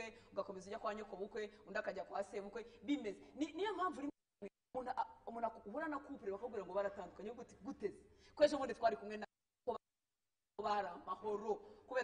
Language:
Kinyarwanda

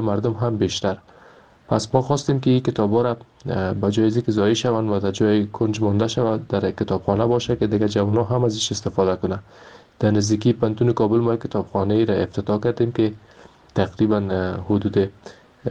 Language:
Persian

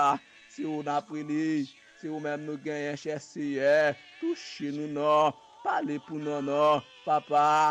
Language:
Haitian Creole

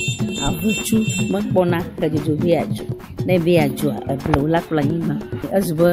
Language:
Ewe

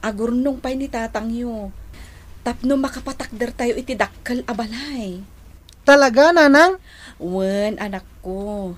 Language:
Iloko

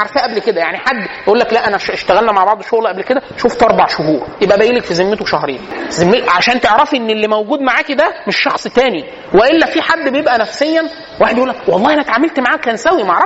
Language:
Egyptian Arabic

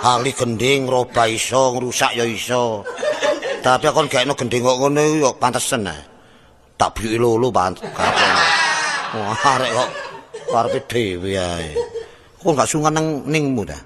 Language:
Javanese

